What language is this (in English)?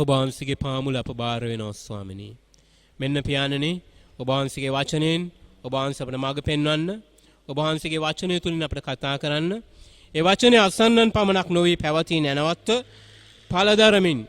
Sinhala